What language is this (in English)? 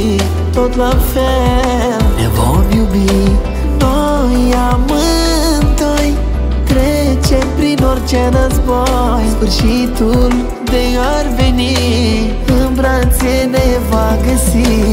Romanian